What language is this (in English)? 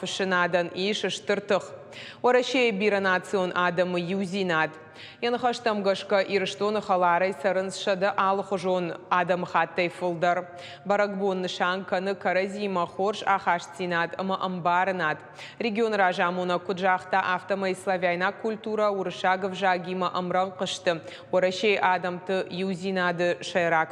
Ossetic